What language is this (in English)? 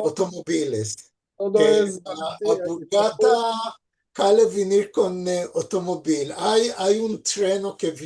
Ladino